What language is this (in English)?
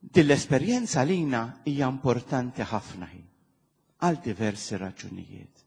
Maltese